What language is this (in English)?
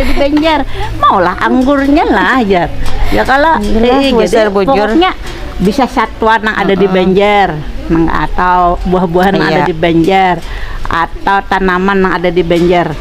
Banjar